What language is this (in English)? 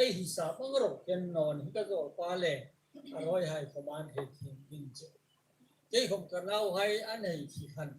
Hmar